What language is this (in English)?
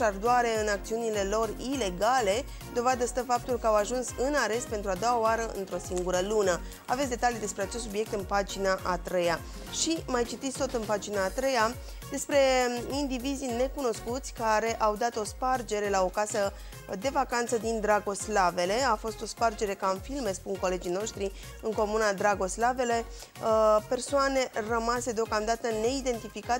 Romanian